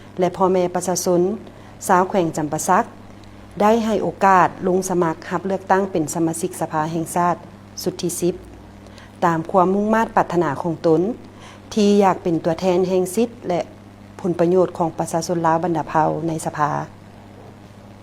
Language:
Lao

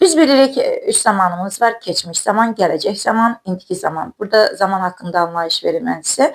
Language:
Azerbaijani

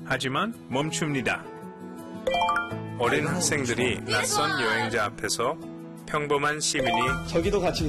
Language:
Korean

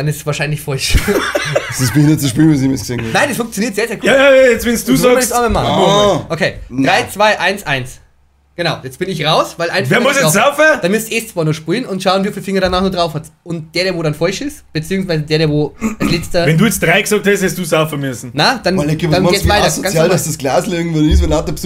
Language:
Bavarian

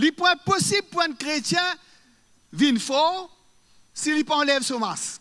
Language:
Morisyen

